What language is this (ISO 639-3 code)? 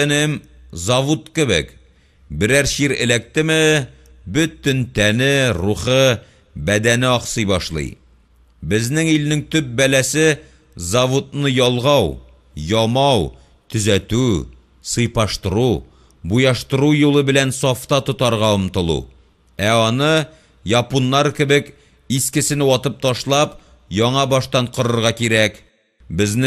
tat